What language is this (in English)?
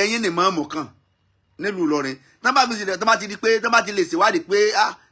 Yoruba